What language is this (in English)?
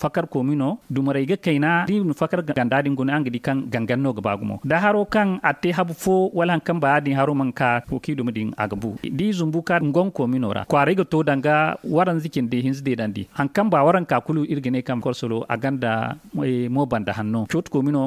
Zarma